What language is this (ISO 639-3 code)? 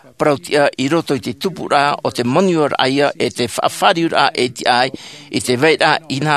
tah